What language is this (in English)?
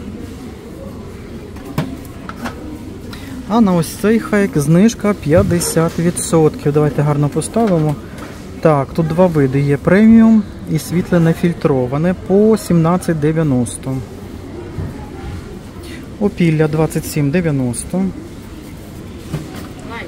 Ukrainian